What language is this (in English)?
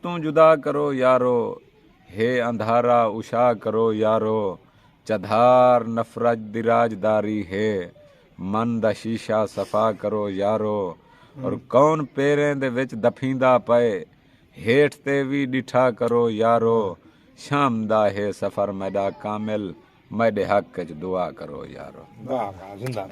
Saraiki